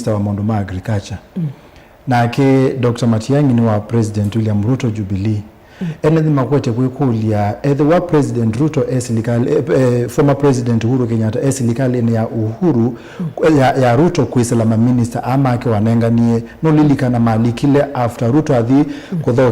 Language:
Kamba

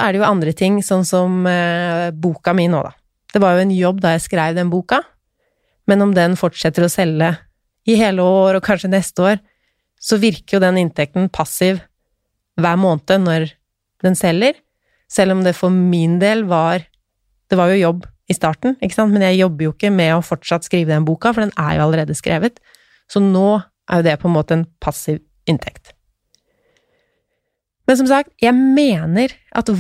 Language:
Norwegian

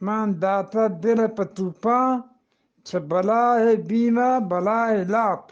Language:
Eastern Balochi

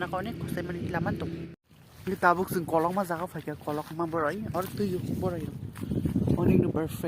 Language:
Kok Borok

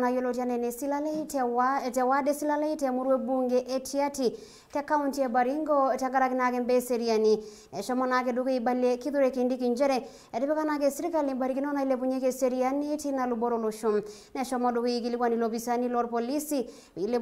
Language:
Masai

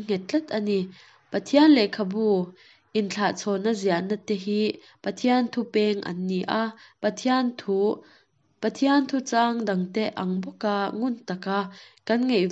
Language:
Mizo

